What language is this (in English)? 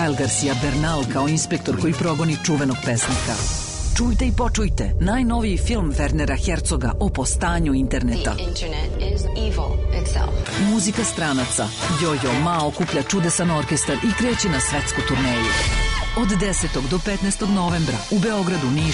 Serbian